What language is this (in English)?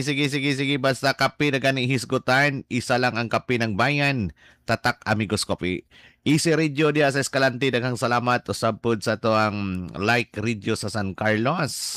Cebuano